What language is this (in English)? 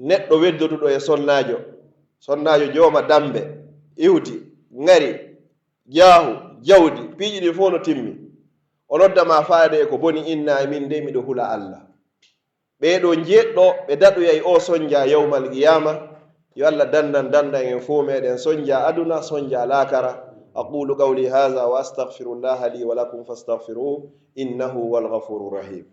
Pular